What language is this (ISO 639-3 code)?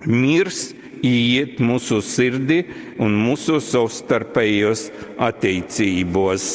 ltg